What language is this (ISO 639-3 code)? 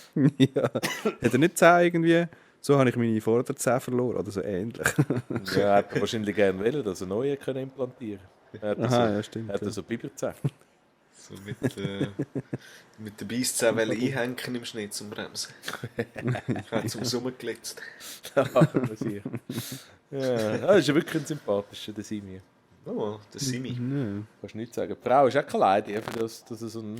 gsw